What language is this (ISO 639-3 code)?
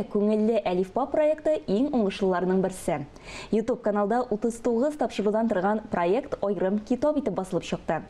tat